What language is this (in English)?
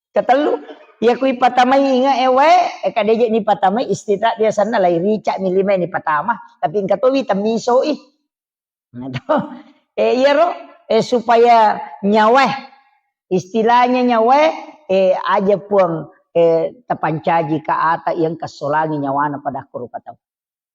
Buginese